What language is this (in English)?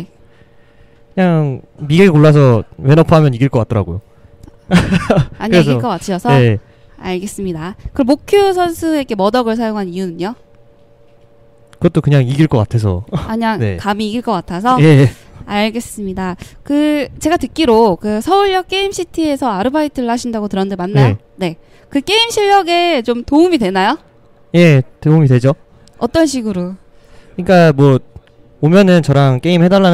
Korean